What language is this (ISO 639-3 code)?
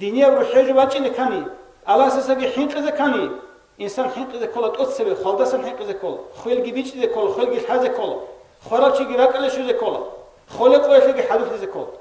ava